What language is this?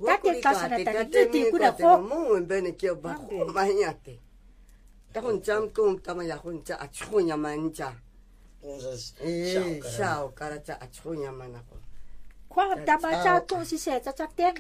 Japanese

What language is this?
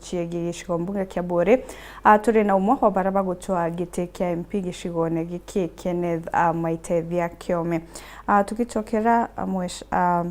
Meru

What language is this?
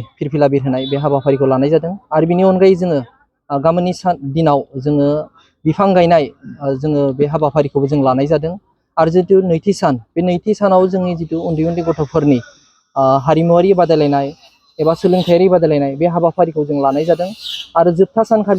Bodo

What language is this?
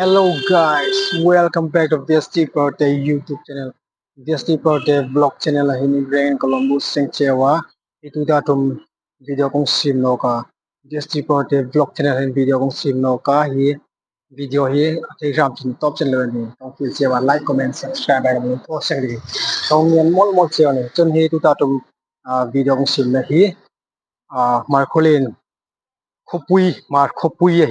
Hmar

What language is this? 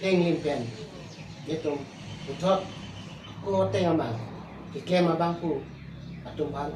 Karbi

